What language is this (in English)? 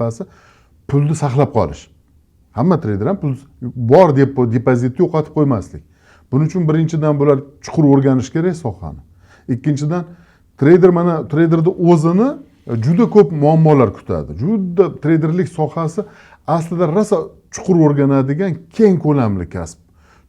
Uzbek